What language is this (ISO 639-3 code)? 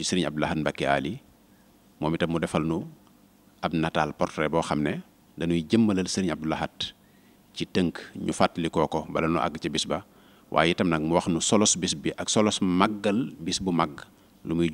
wol